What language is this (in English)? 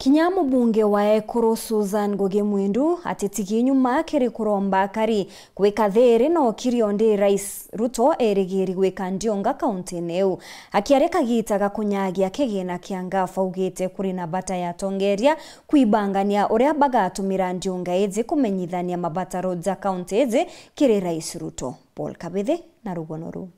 Meru